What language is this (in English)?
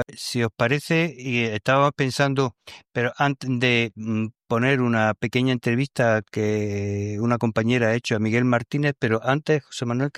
Spanish